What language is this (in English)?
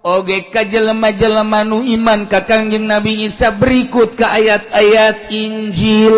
Sundanese